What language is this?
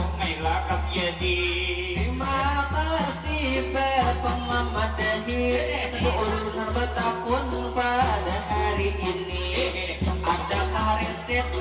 Banjar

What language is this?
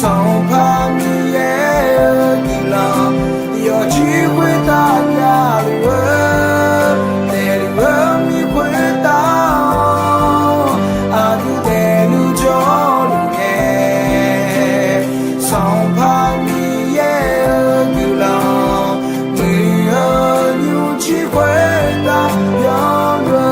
Akha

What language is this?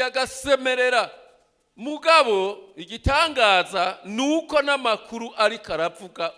Rundi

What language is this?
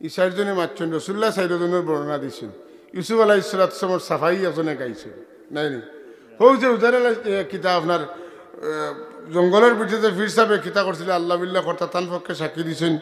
Sylheti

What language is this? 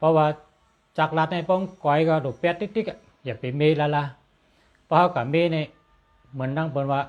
Shan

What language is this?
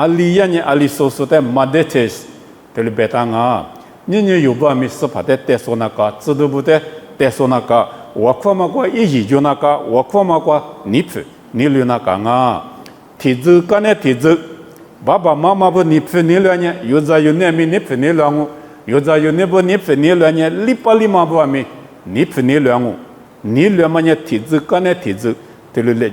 Lisu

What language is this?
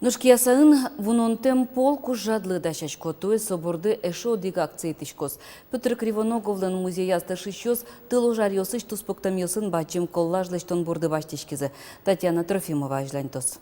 Udmurt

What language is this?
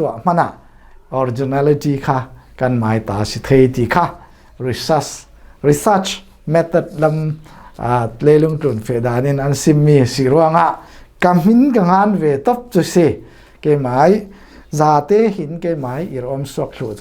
Falam Chin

